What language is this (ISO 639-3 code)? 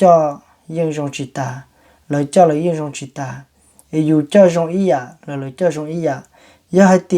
hmn